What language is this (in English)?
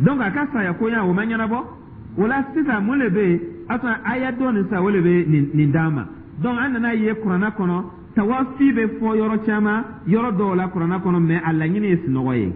Dyula